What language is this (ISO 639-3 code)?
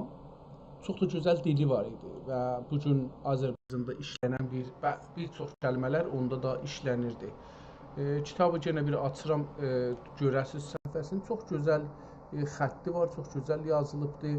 azb